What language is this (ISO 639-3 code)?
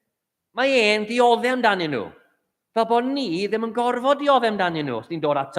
cym